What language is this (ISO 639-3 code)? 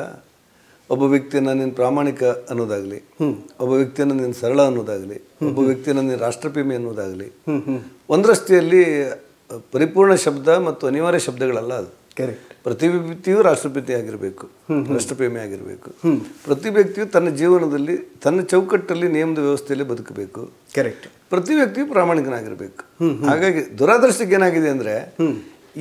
kan